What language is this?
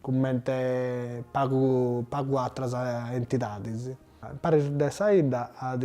Sardinian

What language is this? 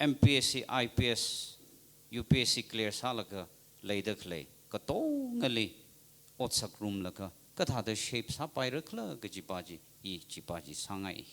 Tangkhul Naga (India)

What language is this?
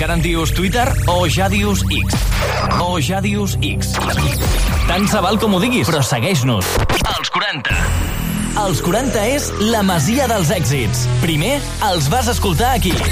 Catalan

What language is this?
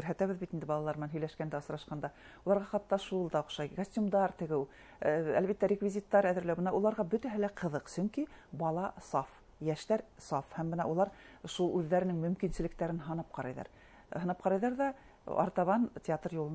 Bashkir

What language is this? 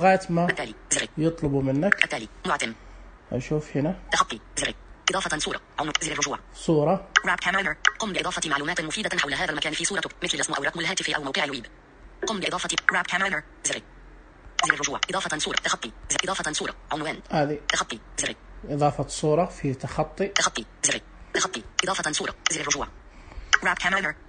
Najdi Arabic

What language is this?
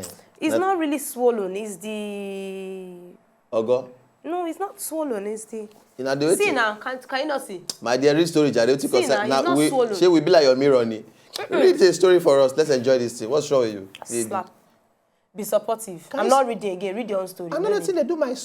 Nigerian Pidgin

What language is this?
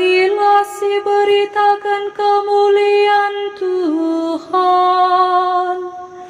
Batak Karo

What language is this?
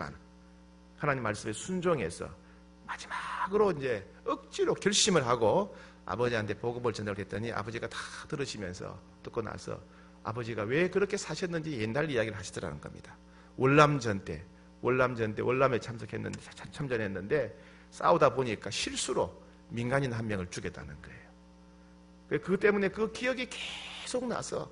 Korean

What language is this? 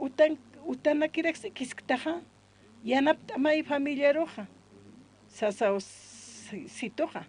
Aymara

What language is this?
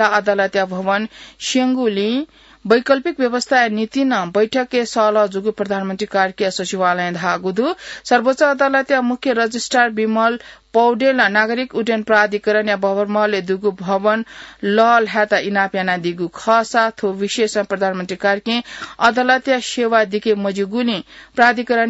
Newari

